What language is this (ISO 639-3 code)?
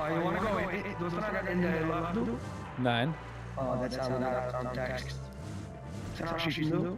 yid